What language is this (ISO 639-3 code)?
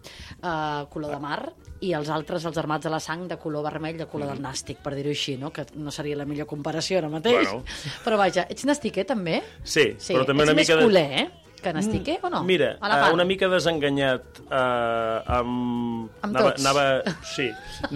cat